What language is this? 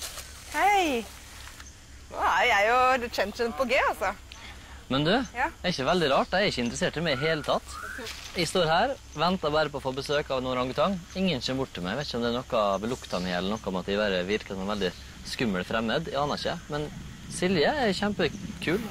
Norwegian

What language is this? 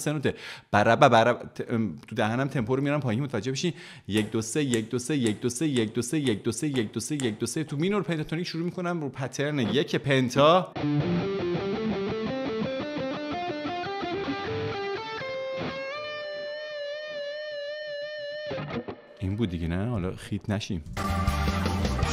Persian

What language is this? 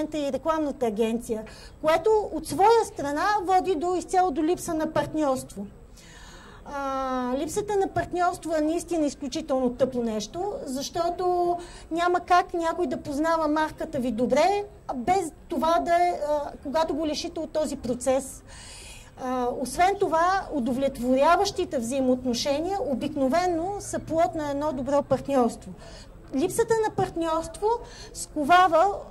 Bulgarian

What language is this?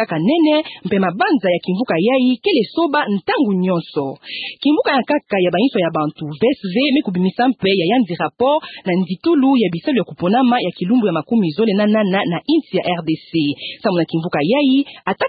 Kituba (Democratic Republic of Congo)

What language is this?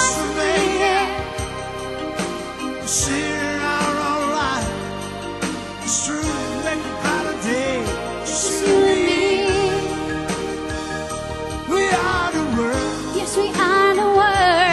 English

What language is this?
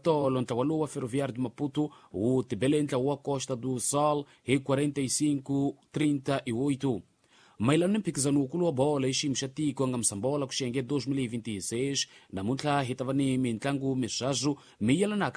Tsonga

